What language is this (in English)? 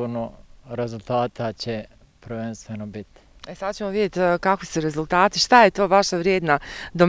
Bosnian